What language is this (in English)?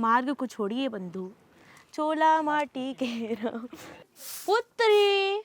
Chhattisgarhi